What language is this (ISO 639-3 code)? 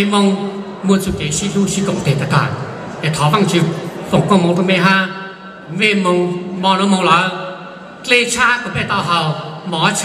hmn